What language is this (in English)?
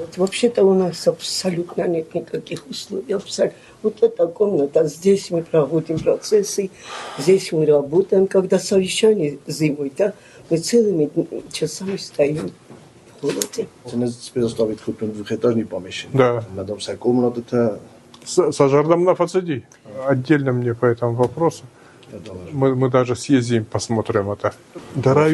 Ossetic